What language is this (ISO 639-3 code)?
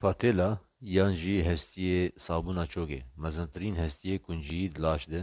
kur